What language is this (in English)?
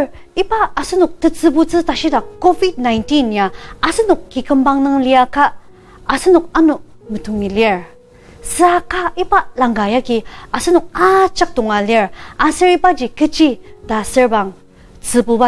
Ao Naga